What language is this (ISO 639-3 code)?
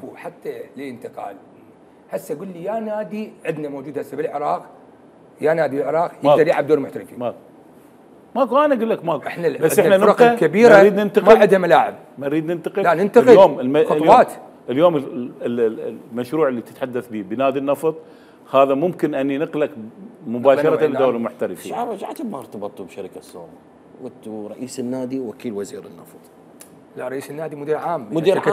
acm